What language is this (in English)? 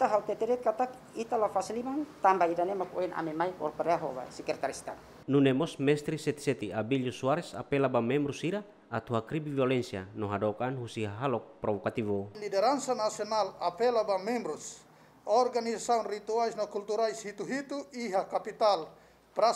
Tetum